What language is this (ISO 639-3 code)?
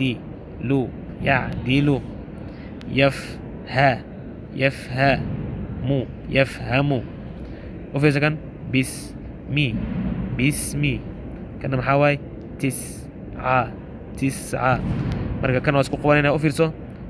som